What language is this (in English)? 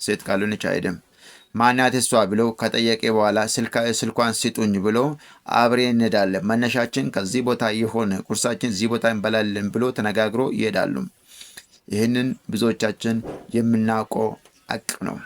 Amharic